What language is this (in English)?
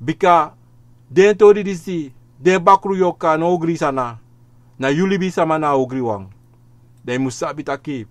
Sranan Tongo